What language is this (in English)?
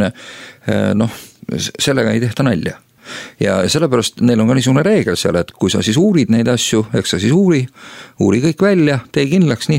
Estonian